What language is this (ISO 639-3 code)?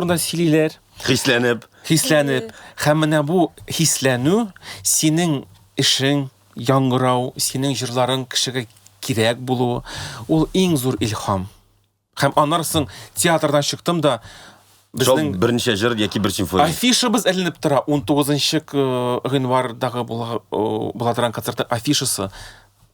tat